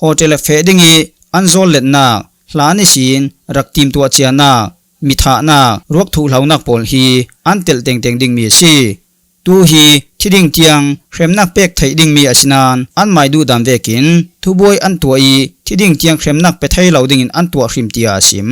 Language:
Falam Chin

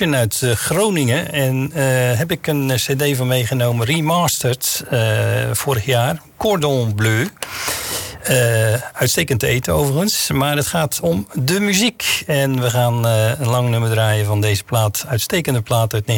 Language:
Dutch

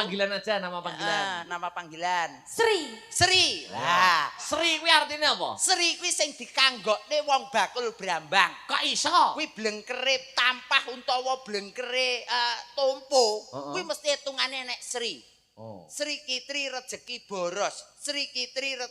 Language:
Javanese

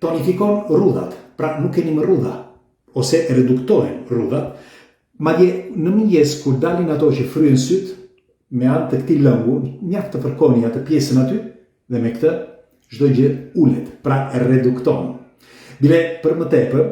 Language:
Albanian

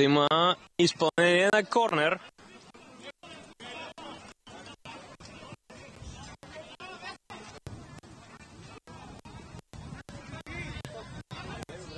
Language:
Bulgarian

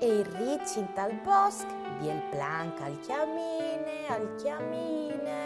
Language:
Friulian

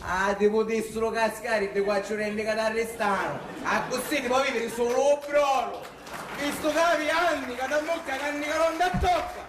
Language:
Sicilian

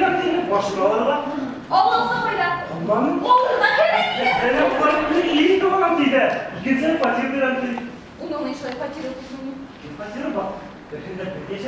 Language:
Bashkir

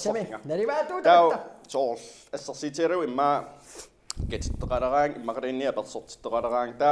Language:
Kalaallisut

